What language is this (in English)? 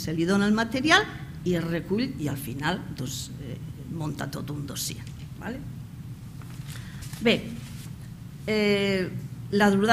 Catalan